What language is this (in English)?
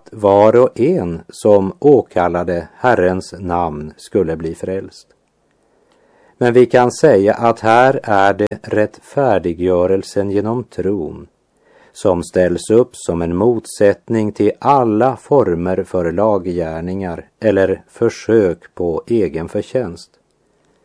Swedish